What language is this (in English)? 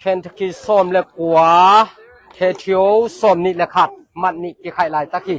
Tedim Chin